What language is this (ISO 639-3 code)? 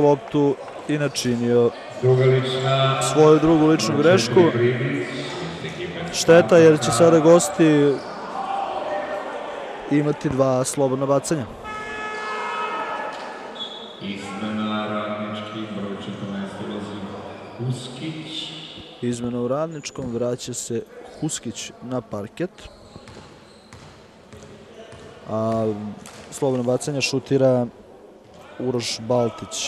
srp